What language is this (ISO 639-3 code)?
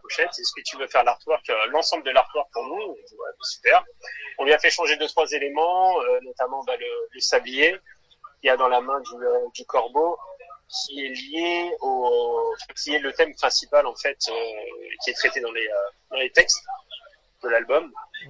fra